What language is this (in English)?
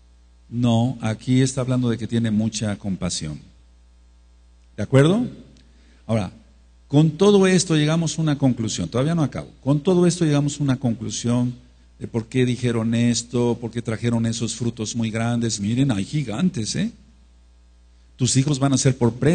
Spanish